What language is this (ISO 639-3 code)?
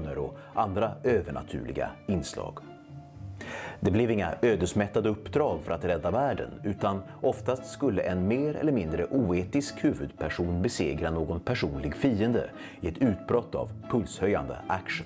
swe